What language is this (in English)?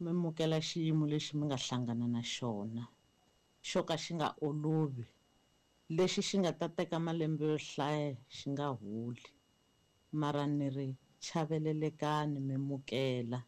Tsonga